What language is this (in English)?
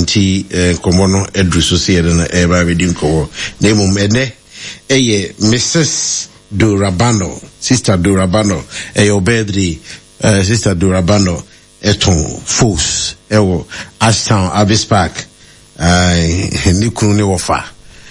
Akan